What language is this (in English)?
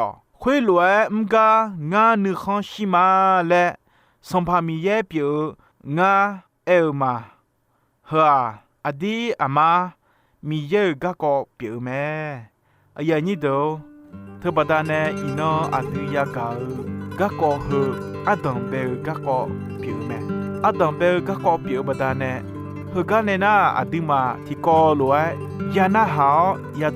Akha